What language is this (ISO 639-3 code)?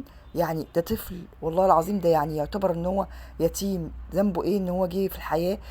arz